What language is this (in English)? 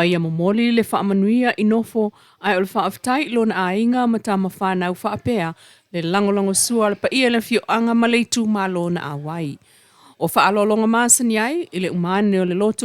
Samoan